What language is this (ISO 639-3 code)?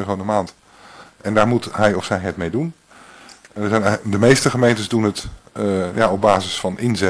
nld